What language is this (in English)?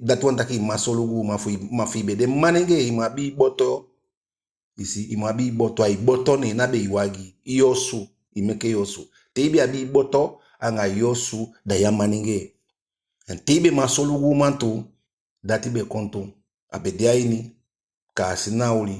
Eastern Maroon Creole